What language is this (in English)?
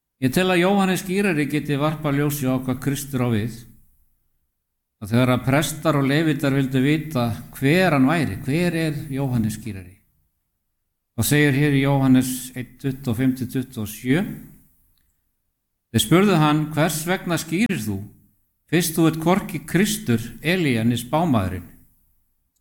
Icelandic